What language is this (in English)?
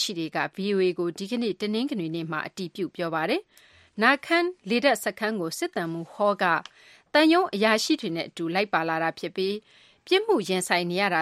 Burmese